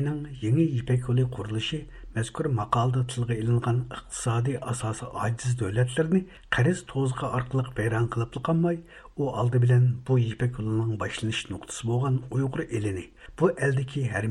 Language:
Uyghur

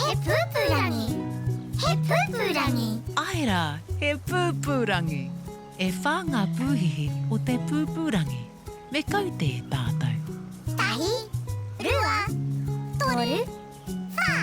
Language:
Māori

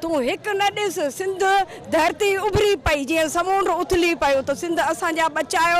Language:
Sindhi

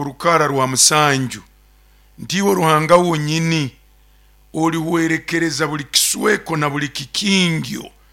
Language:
Nyoro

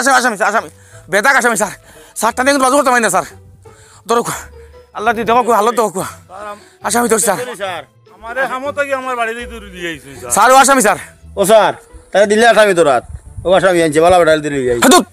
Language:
Sylheti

